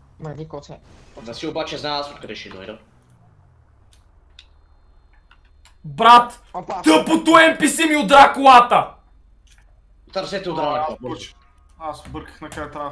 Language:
Bulgarian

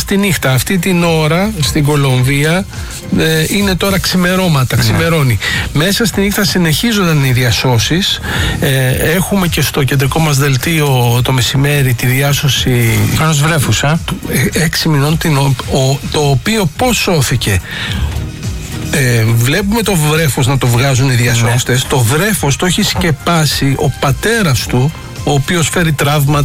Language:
Greek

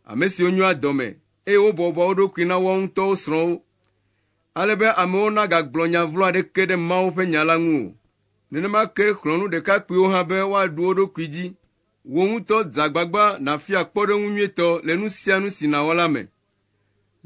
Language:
Ewe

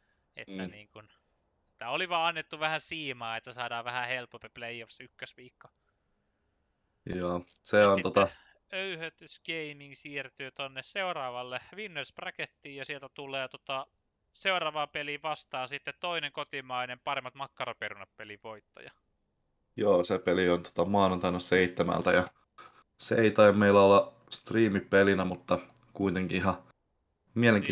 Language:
Finnish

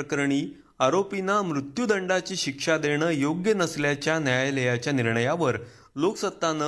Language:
Marathi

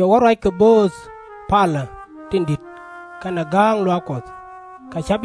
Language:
Nuer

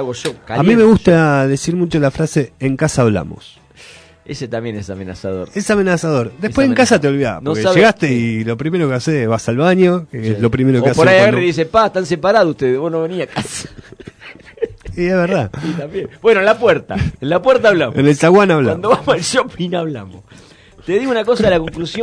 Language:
Spanish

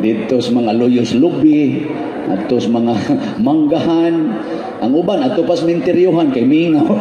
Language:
Cebuano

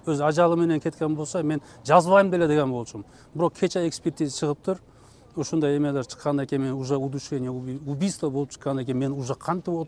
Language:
Kyrgyz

